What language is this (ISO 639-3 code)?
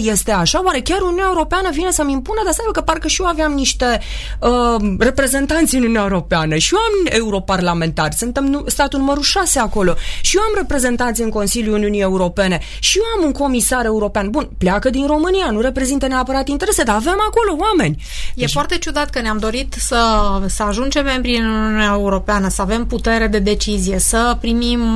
ron